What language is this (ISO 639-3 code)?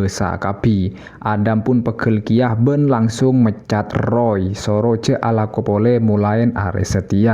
mad